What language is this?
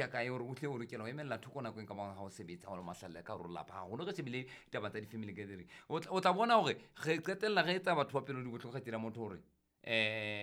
Southern Sotho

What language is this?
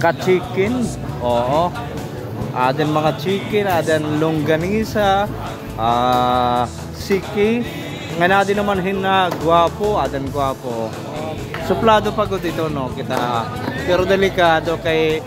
Waray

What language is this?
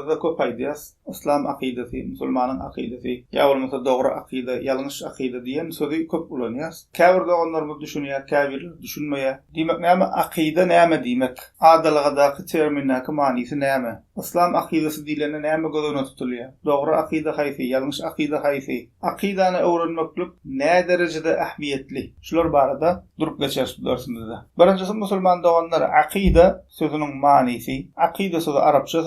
Turkmen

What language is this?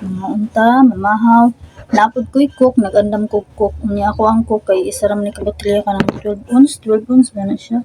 Cebuano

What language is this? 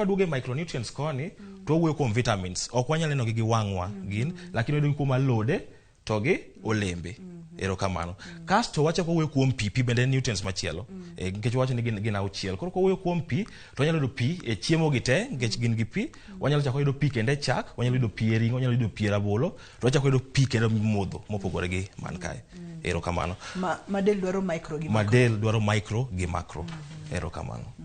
Luo (Kenya and Tanzania)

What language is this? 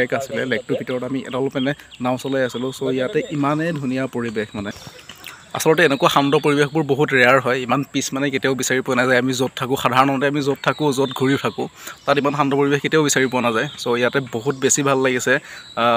Assamese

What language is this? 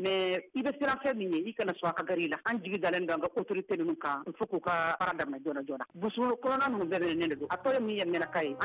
Bambara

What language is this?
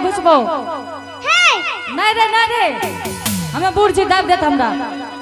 Angika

